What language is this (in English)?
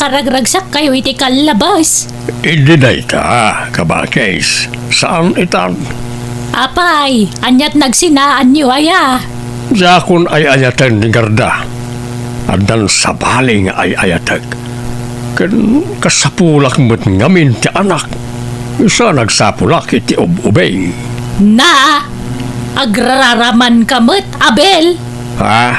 Iloko